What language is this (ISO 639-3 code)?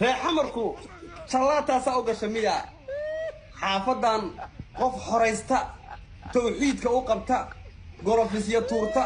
som